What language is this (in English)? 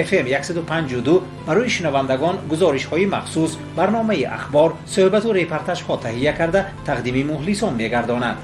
Tajik